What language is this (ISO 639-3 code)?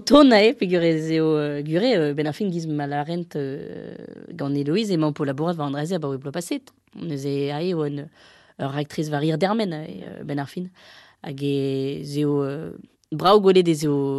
bre